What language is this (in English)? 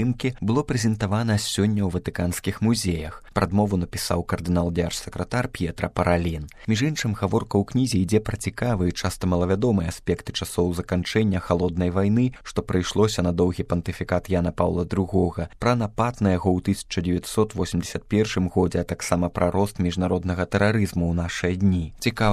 Belarusian